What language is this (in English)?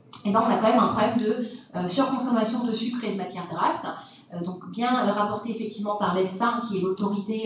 French